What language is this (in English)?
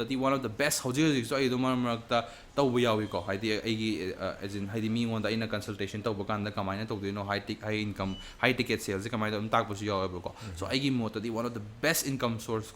Manipuri